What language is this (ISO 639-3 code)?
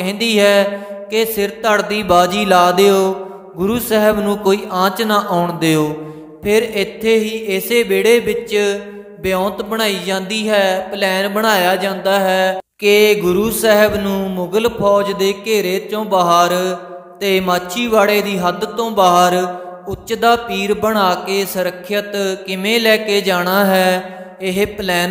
pan